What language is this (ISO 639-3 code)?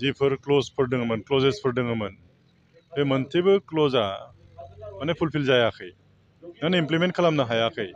brx